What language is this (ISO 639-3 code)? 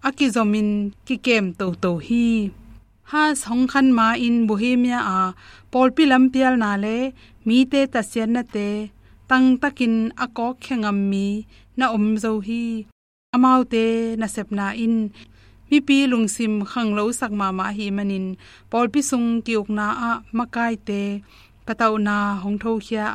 ctd